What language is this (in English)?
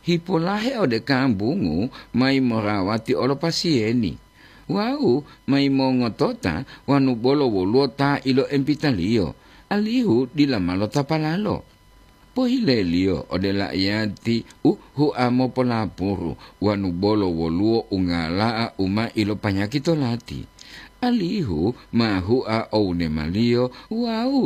Gorontalo